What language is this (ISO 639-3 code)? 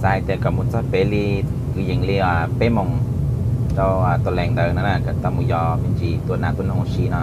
hmn